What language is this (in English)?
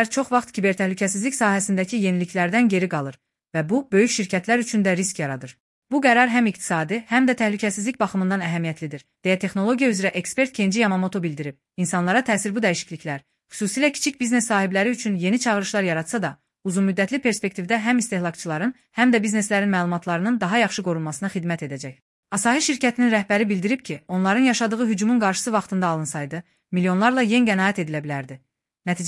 Azerbaijani